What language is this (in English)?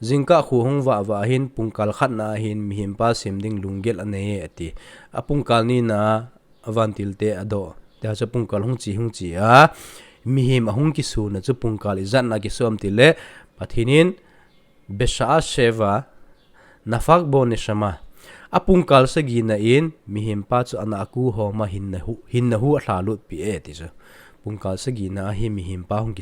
Thado Chin